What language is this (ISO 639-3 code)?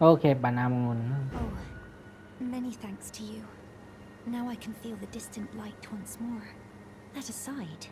shn